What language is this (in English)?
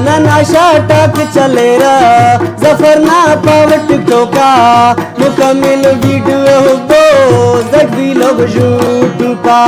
Brahui